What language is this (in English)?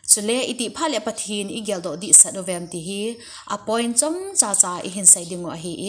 Thado Chin